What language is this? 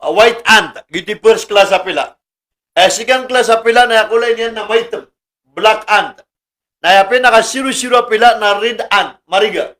Maranao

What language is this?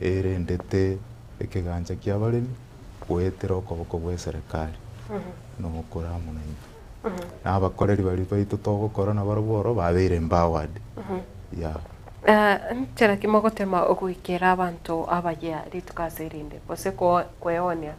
Gusii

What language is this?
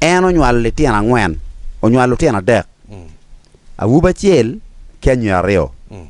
Acoli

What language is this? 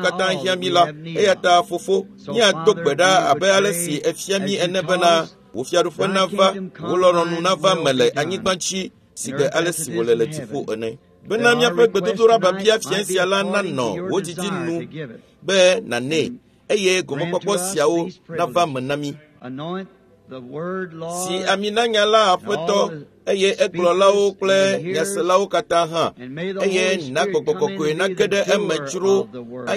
Ewe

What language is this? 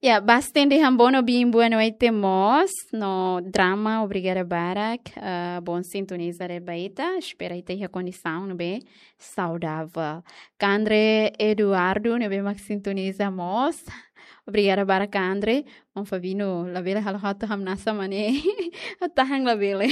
Tetum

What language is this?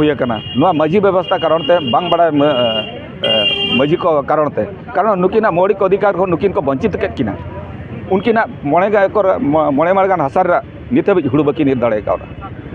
Santali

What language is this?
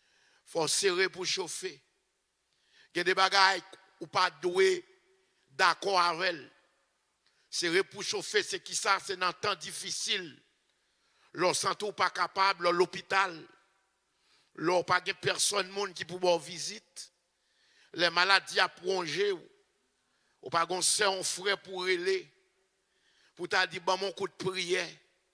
French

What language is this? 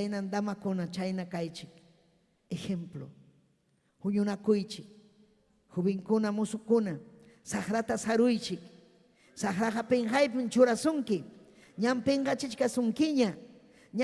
Ayacucho Quechua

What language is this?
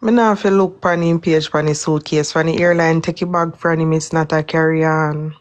Jamaican Creole English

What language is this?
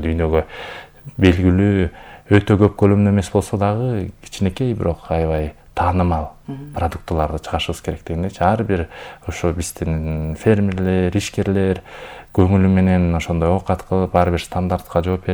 Kyrgyz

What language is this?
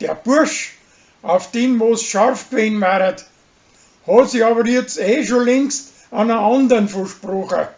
Bavarian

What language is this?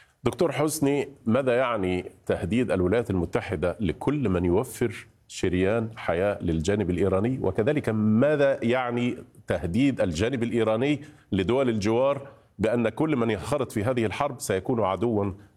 Arabic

